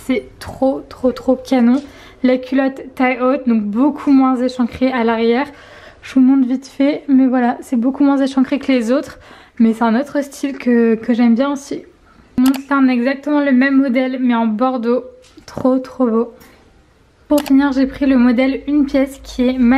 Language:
French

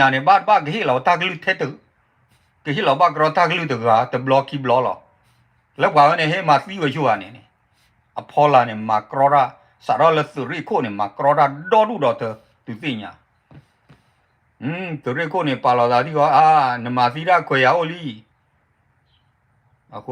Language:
S'gaw Karen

